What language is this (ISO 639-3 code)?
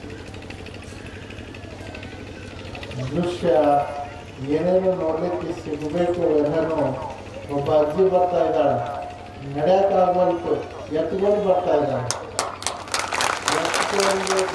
kan